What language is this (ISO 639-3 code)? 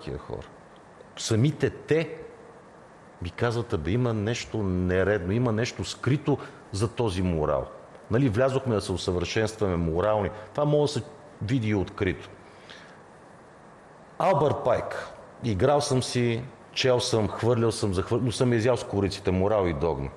bul